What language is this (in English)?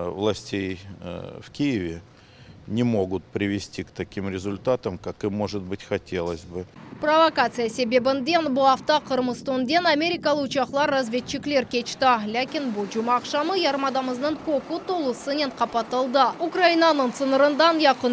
Crimean Tatar